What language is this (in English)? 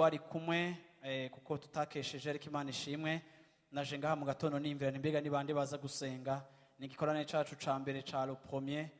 Rundi